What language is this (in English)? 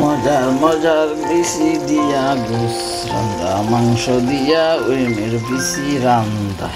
Sylheti